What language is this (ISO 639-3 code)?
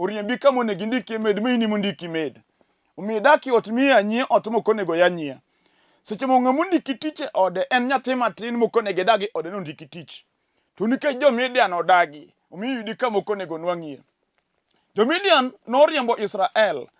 luo